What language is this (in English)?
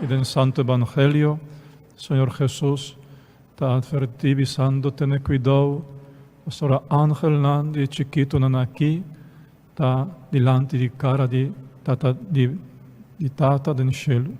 Papiamento